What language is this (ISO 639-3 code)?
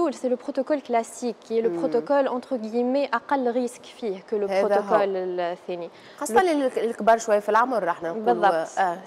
aeb